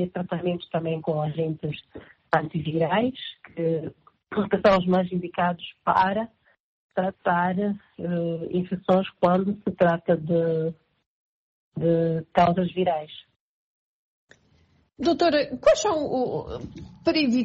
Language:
Portuguese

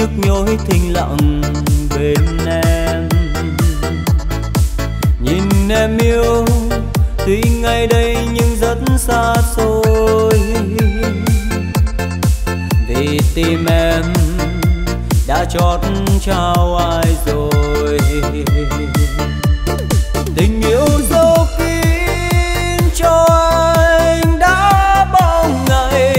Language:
Vietnamese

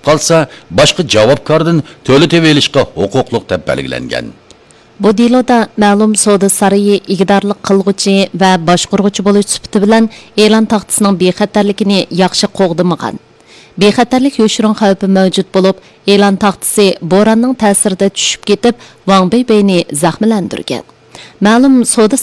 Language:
Uyghur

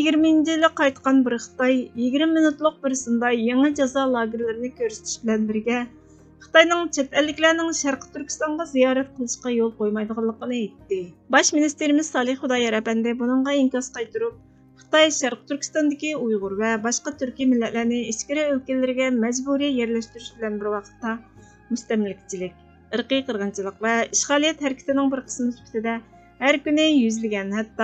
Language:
Uyghur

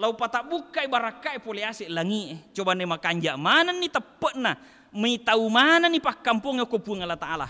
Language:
Buginese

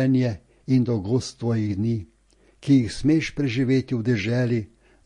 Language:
Slovenian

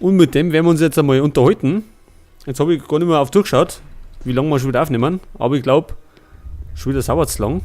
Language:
Bavarian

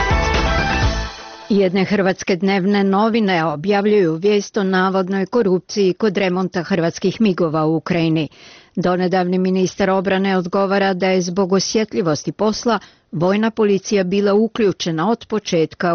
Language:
Croatian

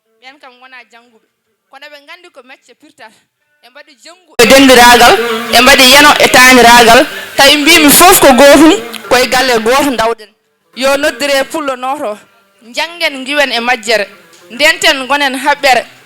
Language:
Fula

